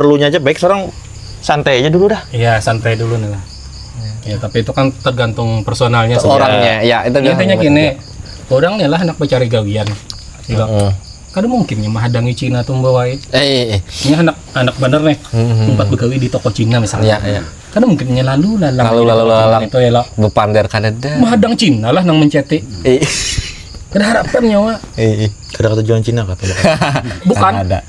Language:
Banjar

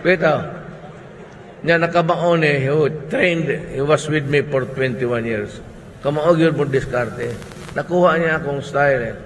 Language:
Cebuano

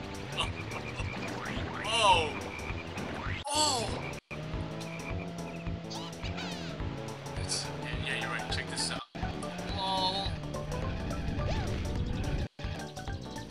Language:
English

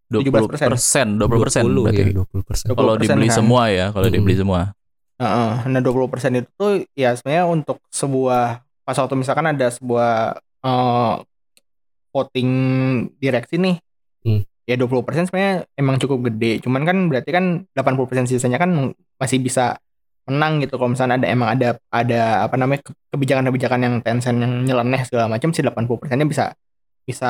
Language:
Indonesian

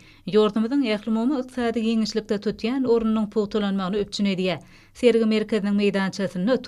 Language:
Turkmen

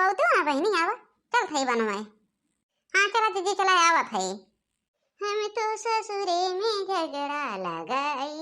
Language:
Awadhi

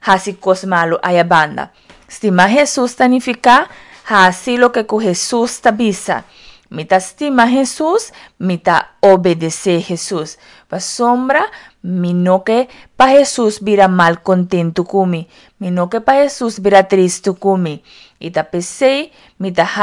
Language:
Papiamento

